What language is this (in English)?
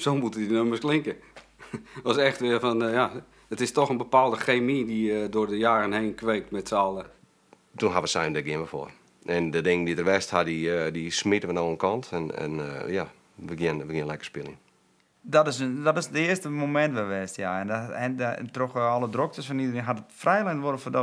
Western Frisian